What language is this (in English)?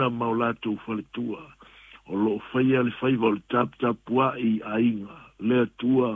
Samoan